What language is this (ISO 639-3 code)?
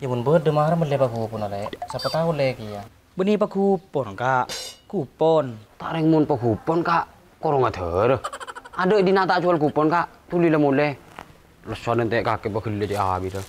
mad